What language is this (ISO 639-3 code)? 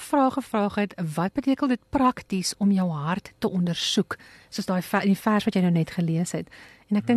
afr